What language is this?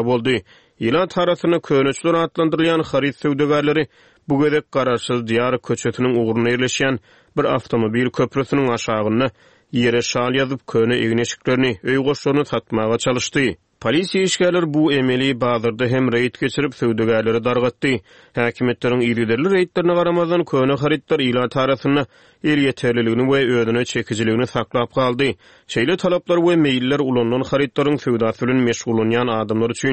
Turkmen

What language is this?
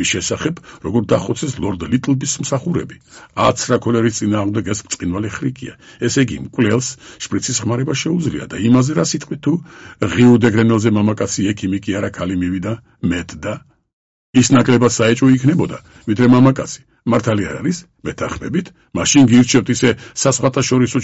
Georgian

